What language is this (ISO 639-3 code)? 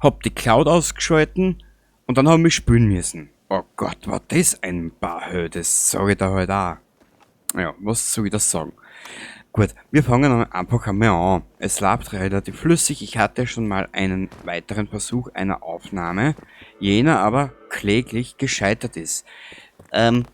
bar